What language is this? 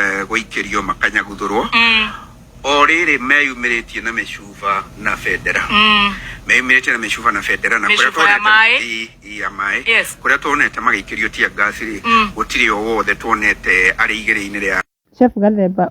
Kikuyu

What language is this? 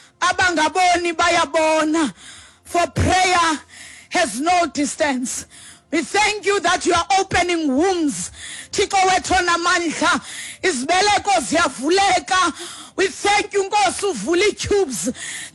Xhosa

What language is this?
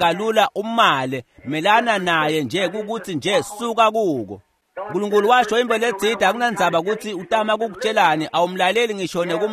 Swati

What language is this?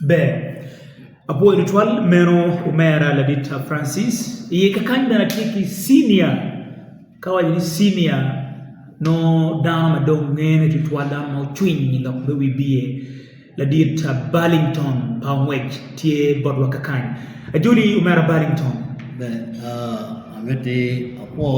Acoli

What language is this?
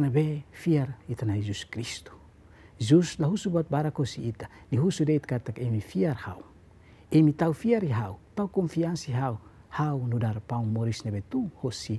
Tetum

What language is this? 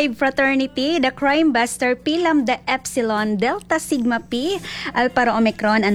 Cebuano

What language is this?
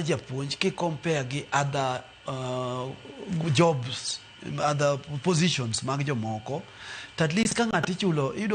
Luo (Kenya and Tanzania)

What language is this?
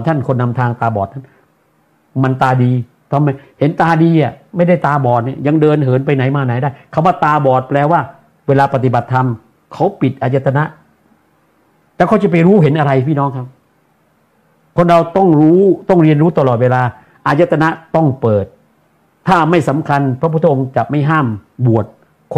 Thai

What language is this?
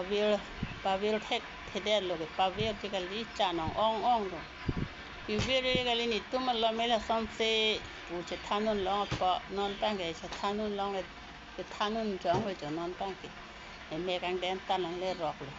Karbi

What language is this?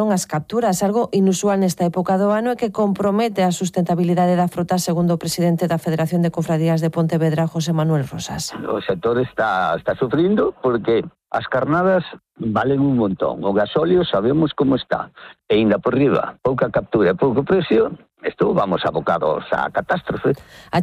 Galician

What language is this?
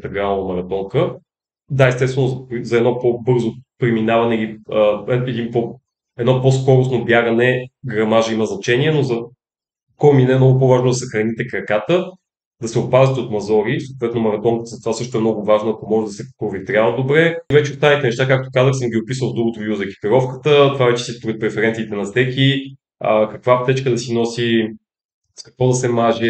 Bulgarian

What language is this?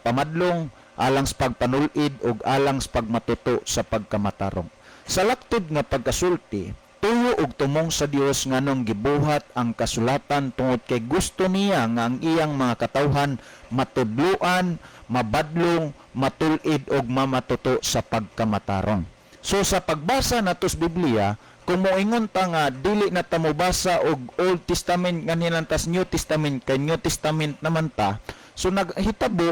Cebuano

